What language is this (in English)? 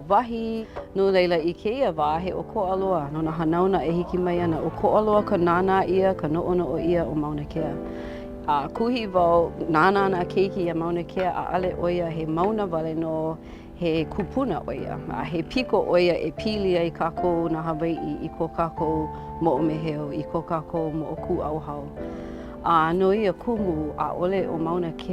Hawaiian